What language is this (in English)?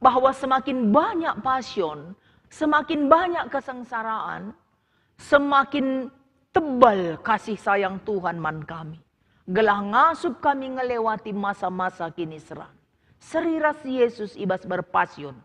Batak Karo